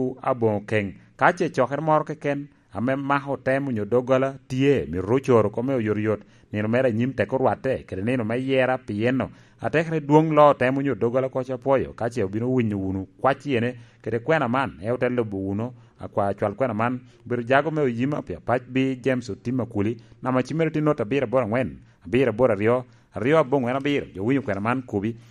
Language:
Lango (Uganda)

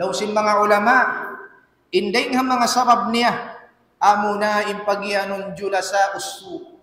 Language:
Tausug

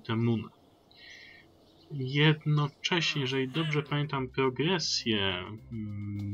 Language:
Polish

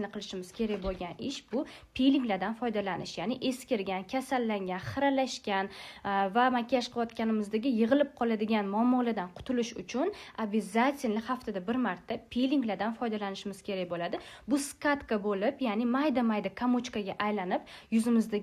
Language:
Uzbek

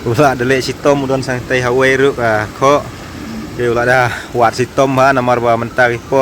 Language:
Khasi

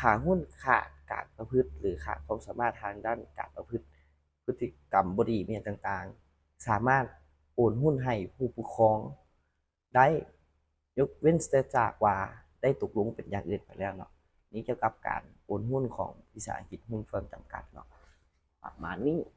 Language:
Lao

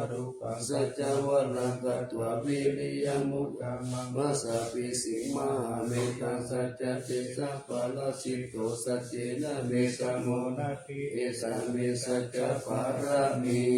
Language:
Pali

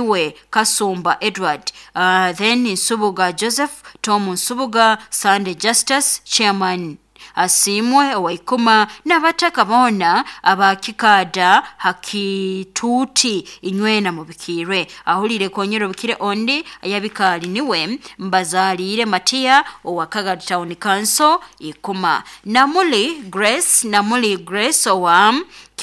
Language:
Nyoro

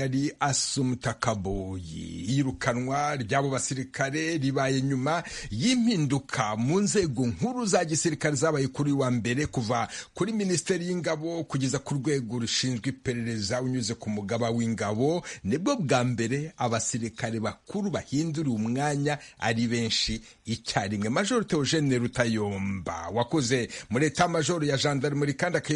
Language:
Kinyarwanda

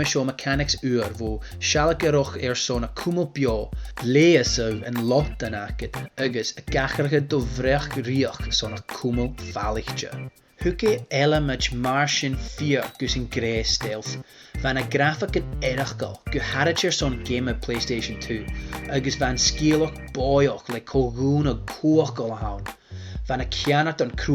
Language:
Scottish Gaelic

